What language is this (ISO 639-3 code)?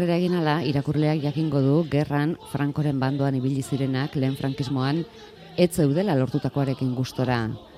eus